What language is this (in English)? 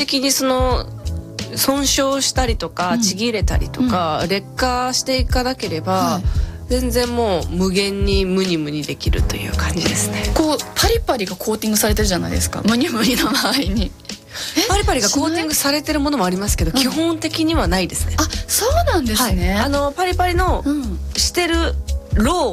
Japanese